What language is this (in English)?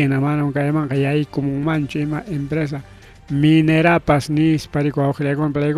Ayacucho Quechua